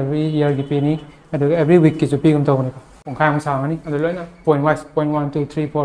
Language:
Manipuri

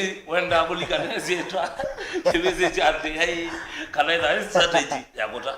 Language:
Kamba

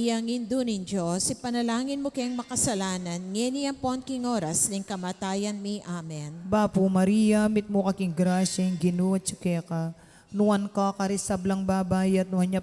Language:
Pampanga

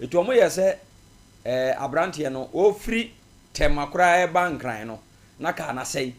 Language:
Akan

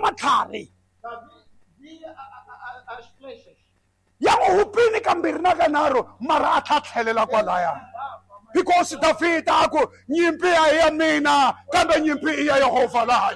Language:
Tsonga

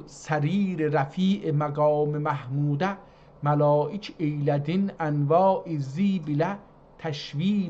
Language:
South Azerbaijani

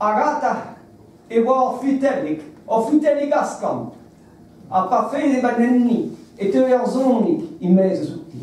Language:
Breton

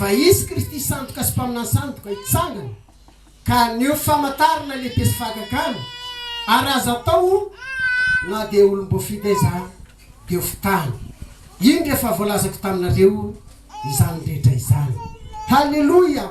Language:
Malagasy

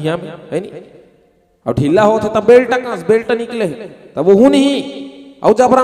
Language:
Chhattisgarhi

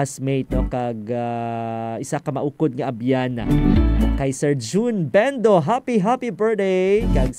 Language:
Hiligaynon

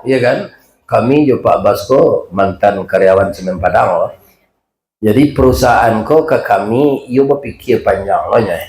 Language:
Minangkabau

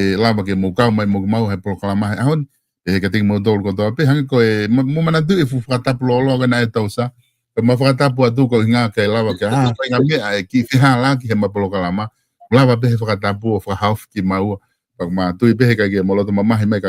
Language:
Tongan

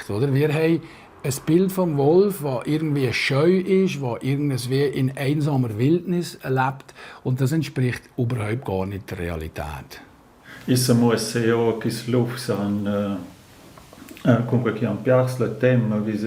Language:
Romansh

